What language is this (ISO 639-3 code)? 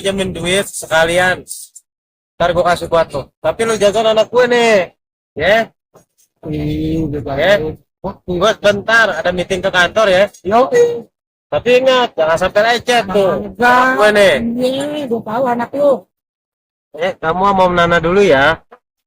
bew